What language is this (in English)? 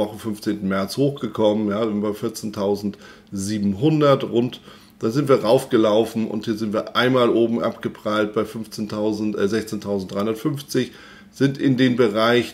German